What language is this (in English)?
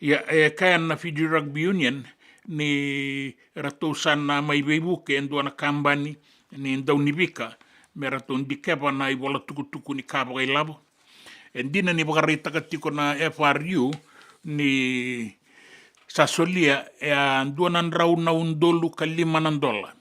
Fijian